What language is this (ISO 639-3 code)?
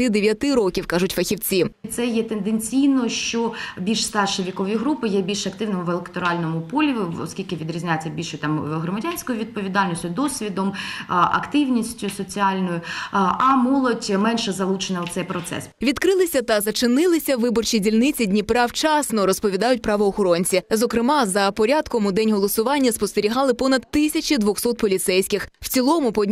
ukr